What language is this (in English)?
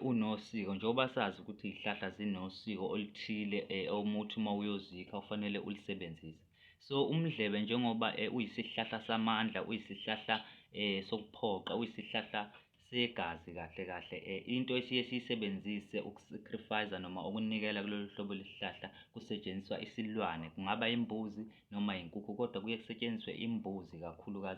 Zulu